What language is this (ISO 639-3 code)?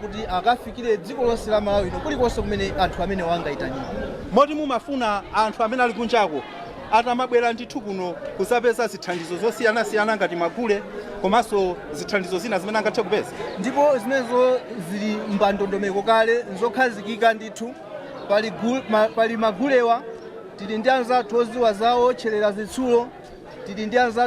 nya